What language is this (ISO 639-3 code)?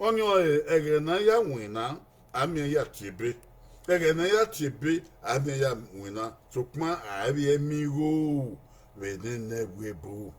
bin